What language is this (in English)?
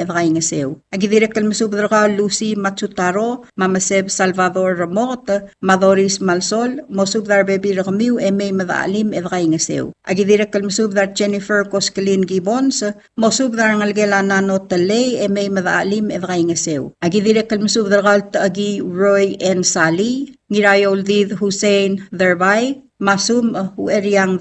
Palauan